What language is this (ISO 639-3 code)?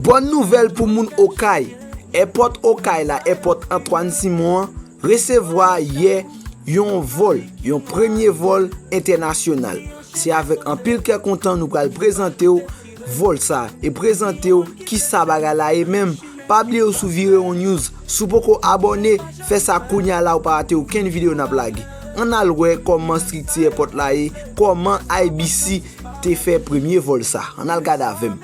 hat